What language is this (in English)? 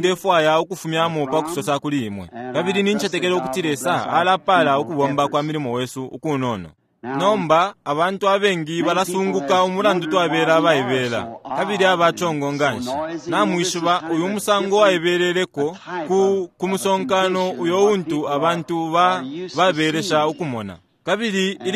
Bemba